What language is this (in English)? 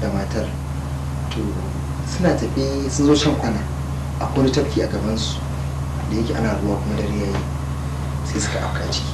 Hausa